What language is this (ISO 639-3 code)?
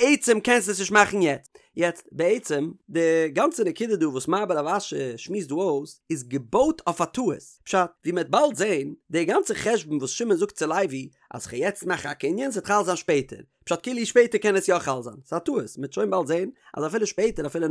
yid